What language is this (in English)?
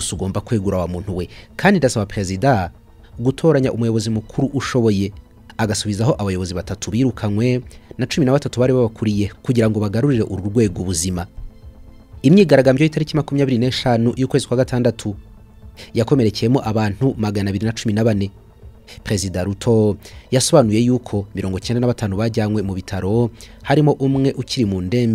Kinyarwanda